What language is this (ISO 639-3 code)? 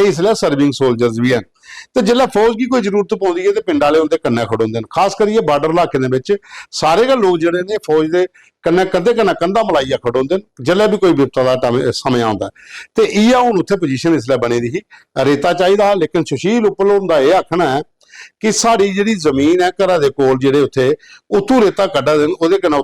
doi